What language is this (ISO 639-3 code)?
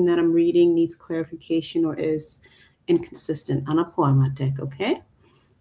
ach